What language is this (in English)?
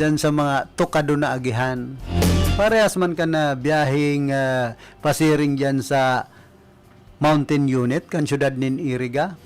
Bikol